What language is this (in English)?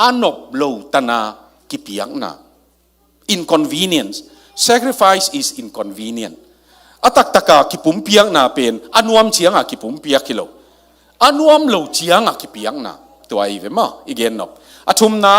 Tedim Chin